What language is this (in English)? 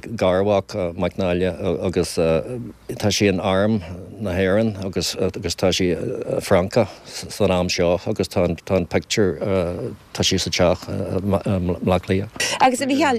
Irish